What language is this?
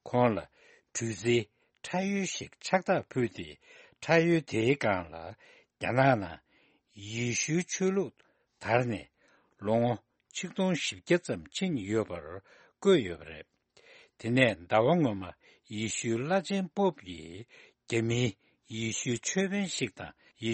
Tibetan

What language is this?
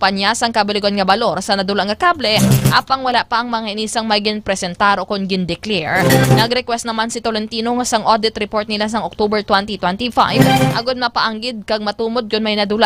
Hiligaynon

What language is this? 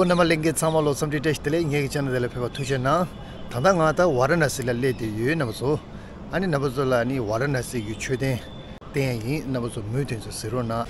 Tibetan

